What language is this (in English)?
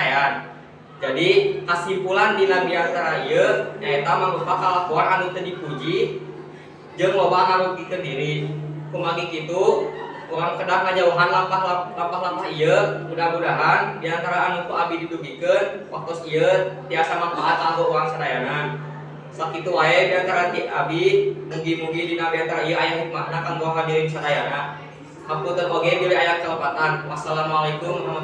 Sundanese